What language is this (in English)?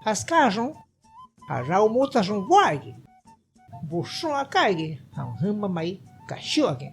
Shipibo-Conibo